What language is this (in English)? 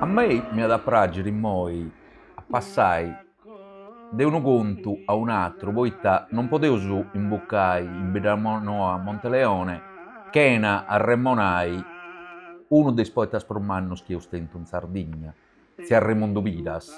Sardinian